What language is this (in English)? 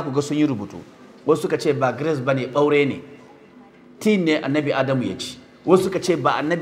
Hausa